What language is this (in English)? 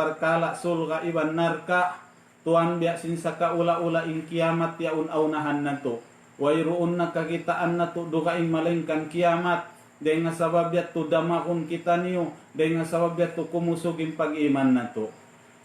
Tausug